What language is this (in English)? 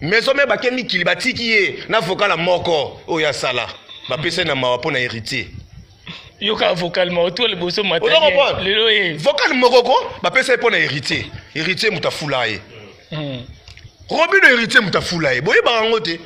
Lingala